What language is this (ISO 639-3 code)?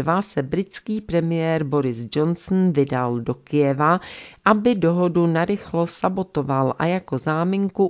ces